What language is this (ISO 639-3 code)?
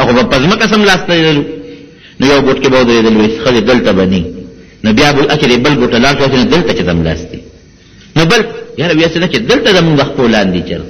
pus